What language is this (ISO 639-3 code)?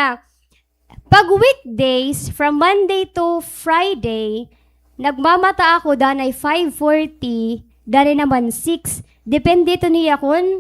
war